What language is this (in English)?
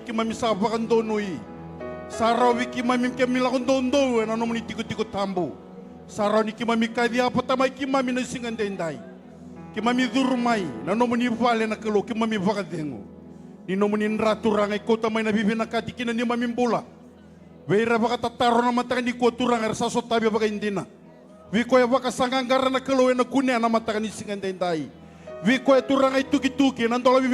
Fijian